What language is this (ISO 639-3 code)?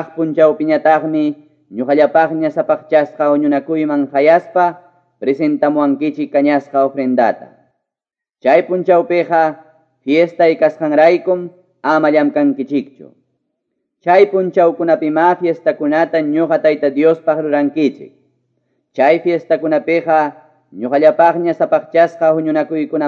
que